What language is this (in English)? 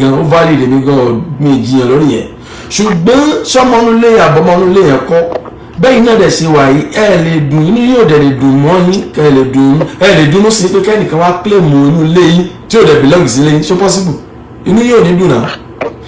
Yoruba